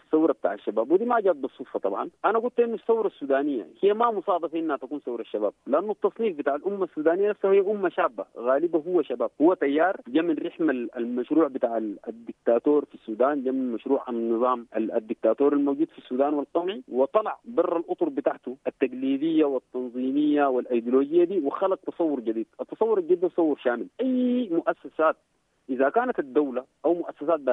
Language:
Sudanese Arabic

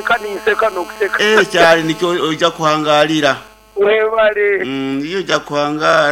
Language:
Nyankole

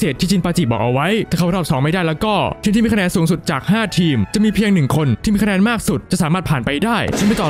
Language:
Thai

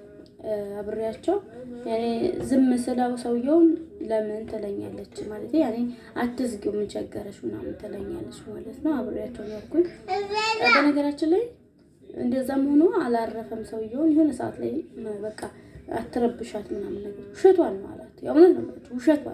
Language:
Amharic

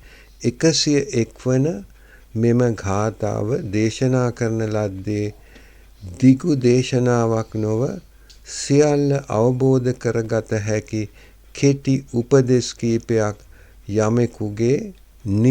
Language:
Sinhala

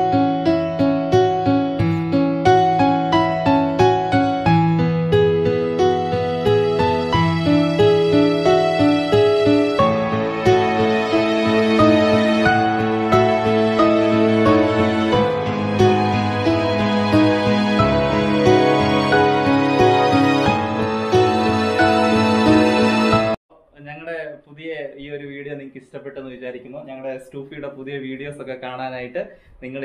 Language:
Malayalam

